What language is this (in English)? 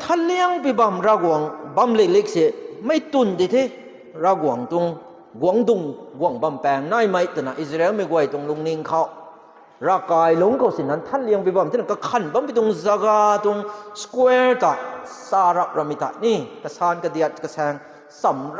Rongmei Naga